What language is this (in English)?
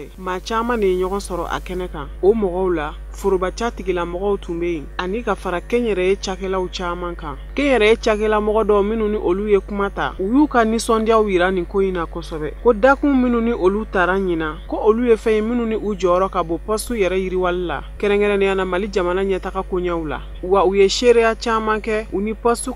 Bambara